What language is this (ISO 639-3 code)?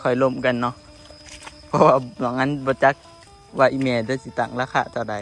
tts